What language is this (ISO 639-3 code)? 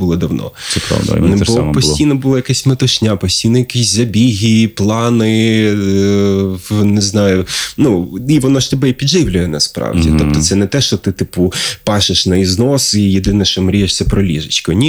ukr